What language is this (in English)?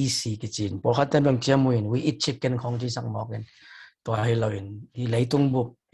Tedim Chin